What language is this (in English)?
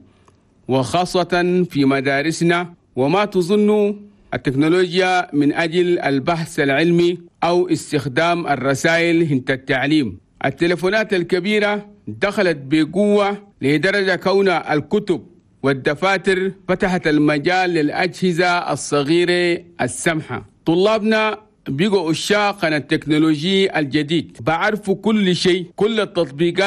Chadian Arabic